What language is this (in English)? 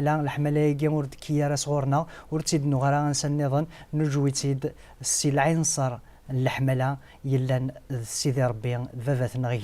Kabyle